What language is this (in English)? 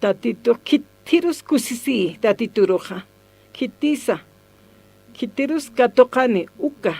Aymara